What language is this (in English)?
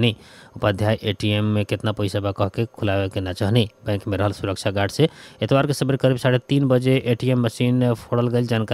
Bhojpuri